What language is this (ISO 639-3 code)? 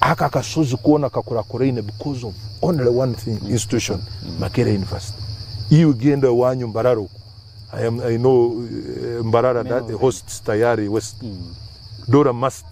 nyn